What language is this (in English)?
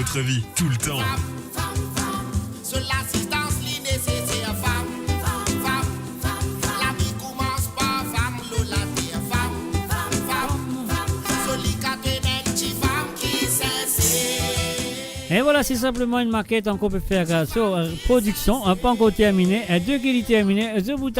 Morisyen